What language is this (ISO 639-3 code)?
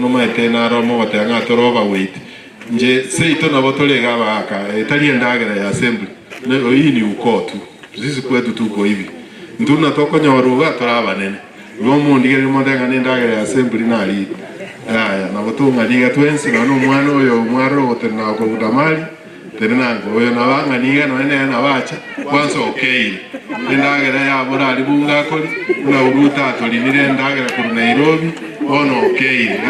guz